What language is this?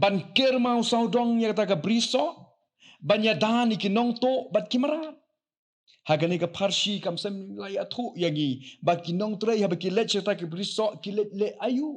Khasi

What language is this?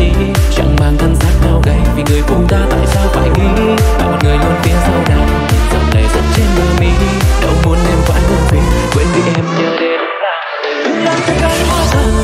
Vietnamese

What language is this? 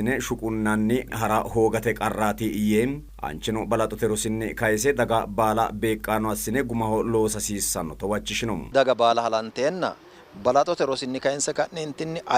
Sidamo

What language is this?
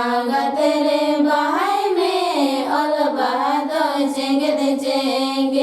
Santali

